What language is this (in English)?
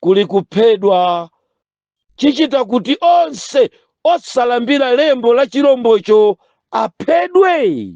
Nyanja